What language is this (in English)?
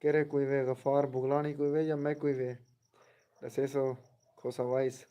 Saraiki